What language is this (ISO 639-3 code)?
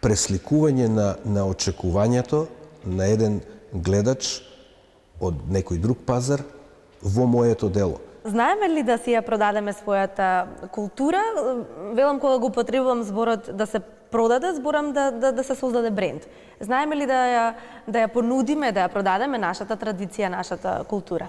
mkd